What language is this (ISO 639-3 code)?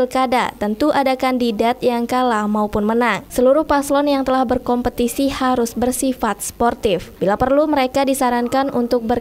ind